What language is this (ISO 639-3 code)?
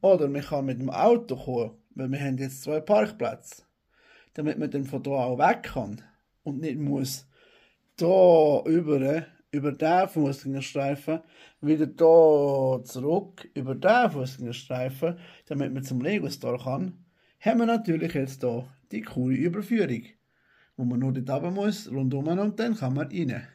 gsw